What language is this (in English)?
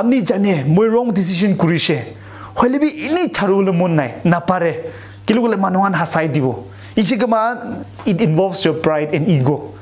Konyak Naga